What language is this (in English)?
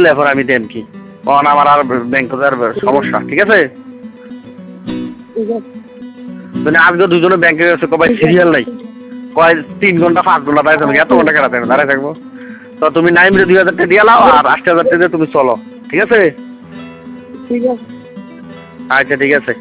Bangla